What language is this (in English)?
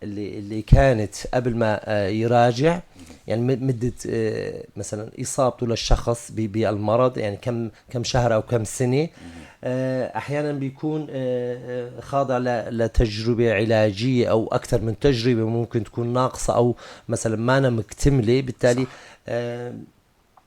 North Levantine Arabic